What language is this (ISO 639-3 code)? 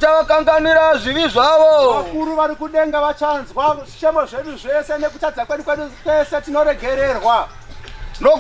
sna